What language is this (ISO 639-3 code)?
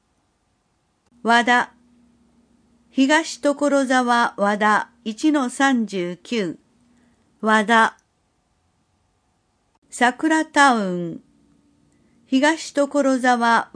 jpn